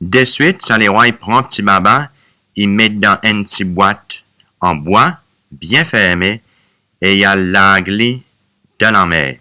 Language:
Seselwa Creole French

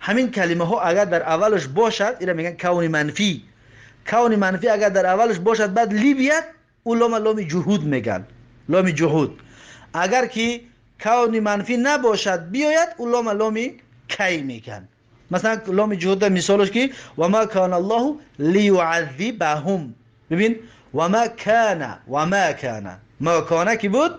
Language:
Tajik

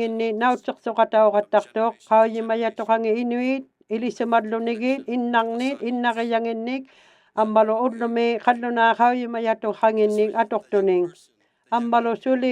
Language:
Inuktitut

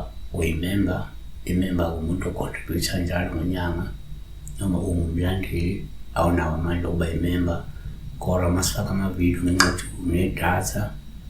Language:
Zulu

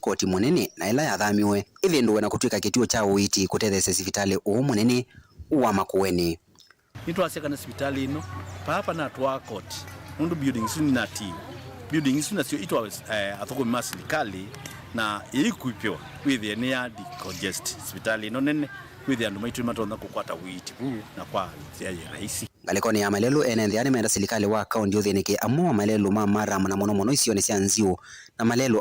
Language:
Kamba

